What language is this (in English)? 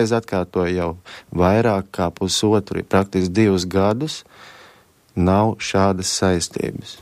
Latvian